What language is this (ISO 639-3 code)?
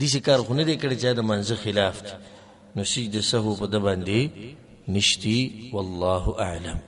pus